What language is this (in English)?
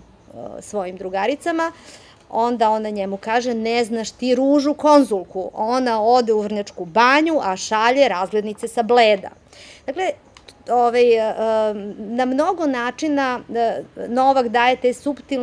Serbian